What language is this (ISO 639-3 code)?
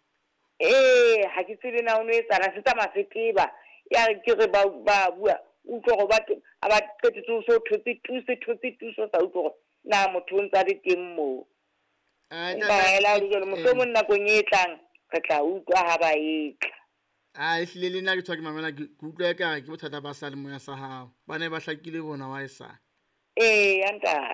sot